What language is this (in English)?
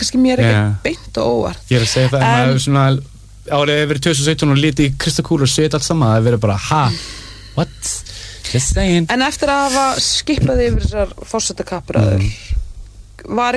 Icelandic